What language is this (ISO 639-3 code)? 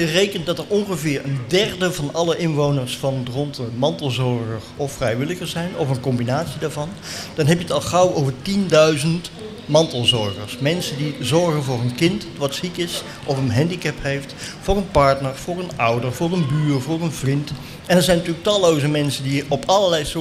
nld